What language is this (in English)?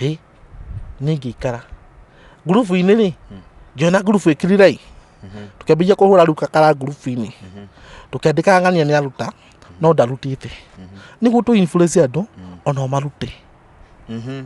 Kikuyu